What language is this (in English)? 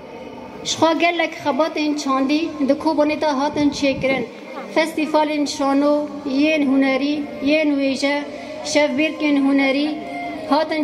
Kurdish